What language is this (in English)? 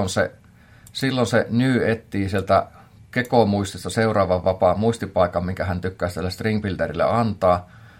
Finnish